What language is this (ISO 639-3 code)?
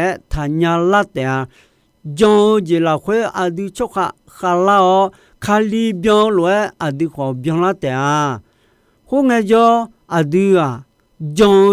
ahk